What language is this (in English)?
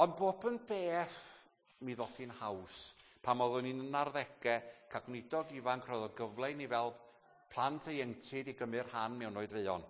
Welsh